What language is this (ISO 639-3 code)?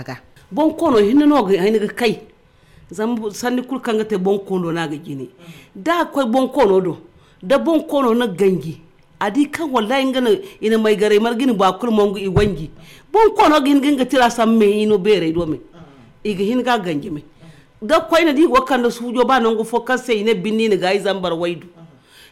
dje